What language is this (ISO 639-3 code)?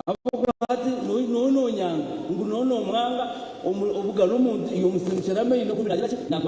nyn